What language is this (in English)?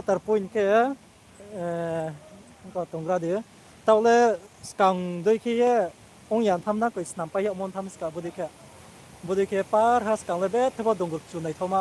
Riang (India)